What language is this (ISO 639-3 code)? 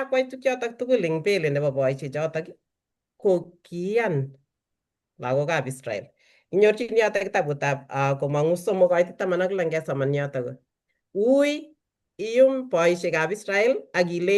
kln